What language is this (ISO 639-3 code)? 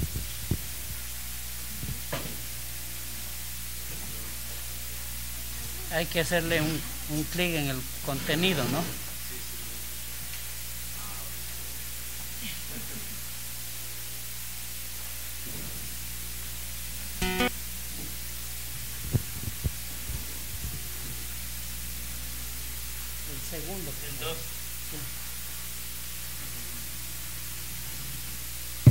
spa